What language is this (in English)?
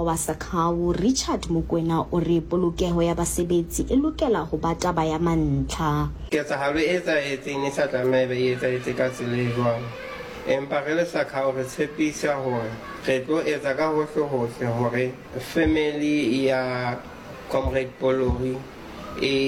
Southern Sotho